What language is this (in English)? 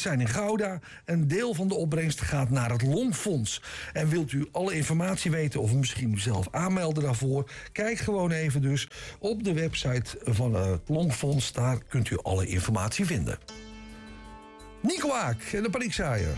Dutch